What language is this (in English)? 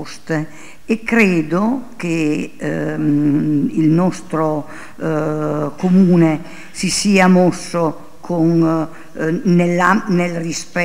Italian